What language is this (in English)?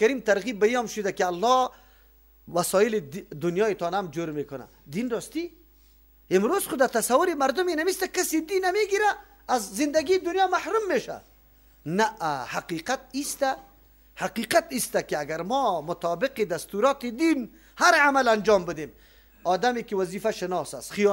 Persian